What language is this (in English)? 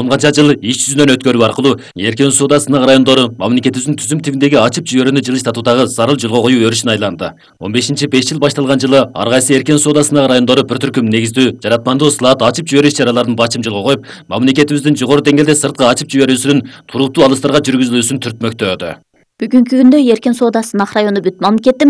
Kyrgyz